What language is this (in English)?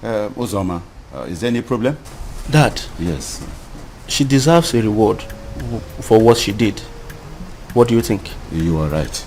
Nigerian Pidgin